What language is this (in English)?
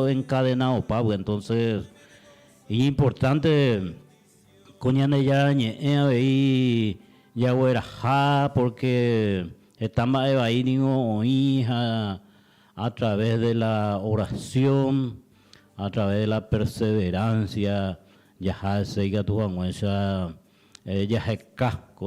Guarani